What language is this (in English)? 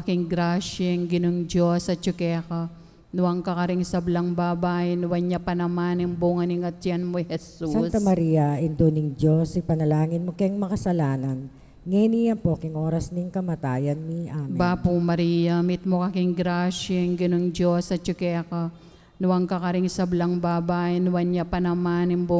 Pampanga